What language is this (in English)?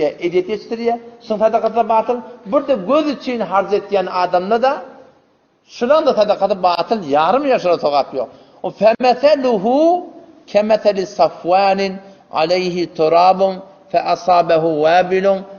Turkmen